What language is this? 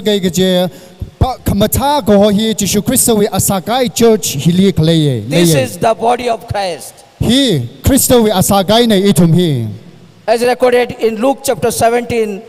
Tangkhul Naga (India)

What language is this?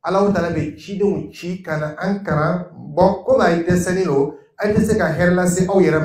Dyula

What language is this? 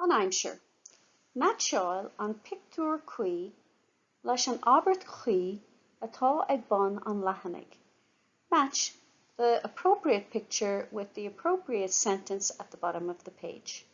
Irish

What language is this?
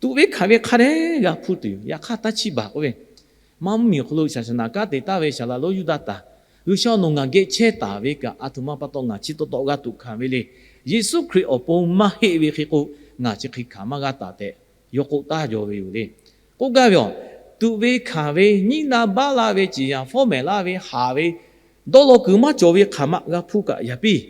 Lahu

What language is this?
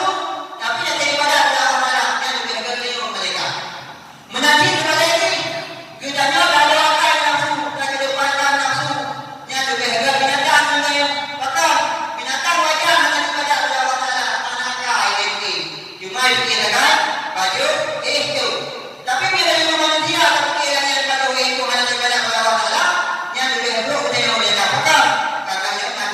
Achinese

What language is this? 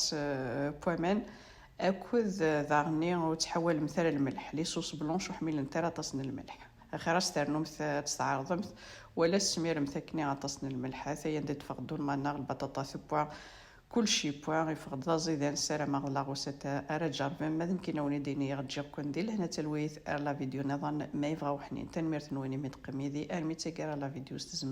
Kabyle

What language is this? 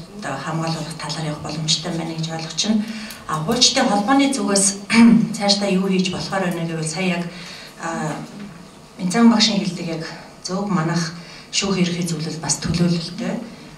Mongolian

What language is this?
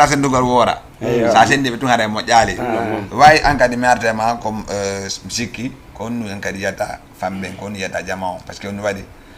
Fula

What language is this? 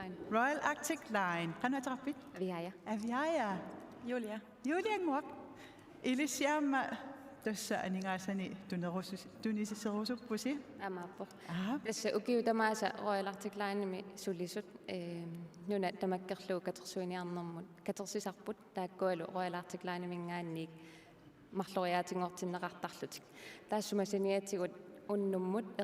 Kalaallisut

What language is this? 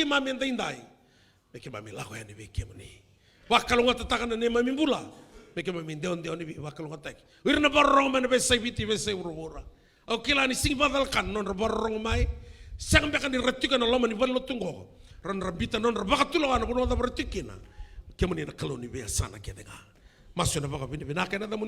Fijian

